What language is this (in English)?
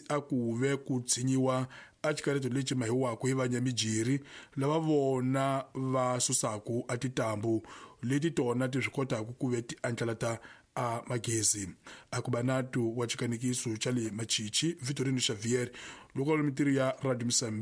Tsonga